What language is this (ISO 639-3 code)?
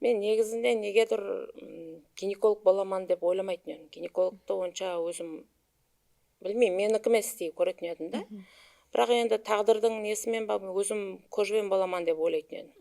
kaa